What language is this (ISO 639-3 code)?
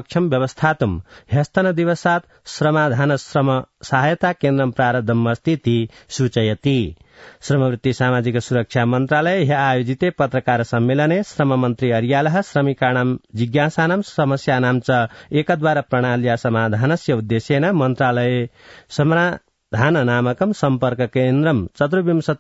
san